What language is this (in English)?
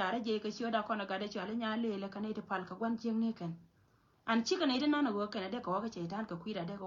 Nuer